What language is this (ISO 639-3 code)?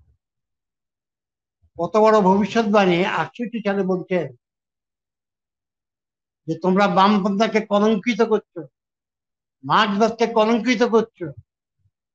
ben